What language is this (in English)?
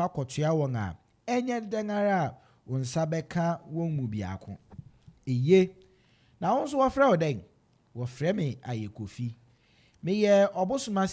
Akan